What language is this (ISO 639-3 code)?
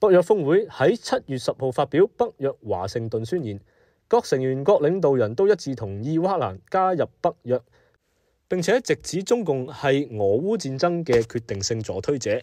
yue